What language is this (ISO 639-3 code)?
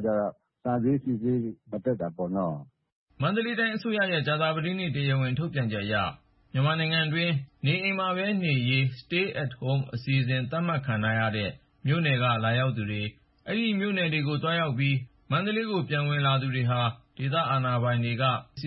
mya